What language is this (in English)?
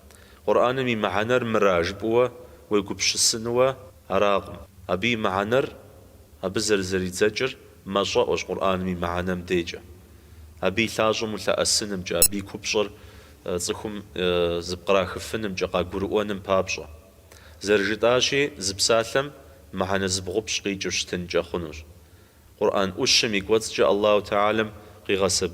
Kabardian